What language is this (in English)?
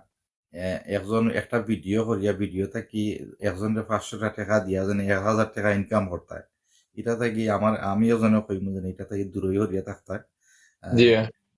Sylheti